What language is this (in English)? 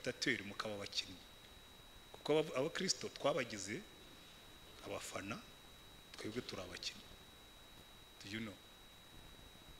Kinyarwanda